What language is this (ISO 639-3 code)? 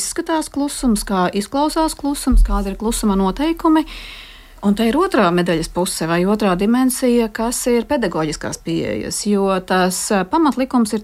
lav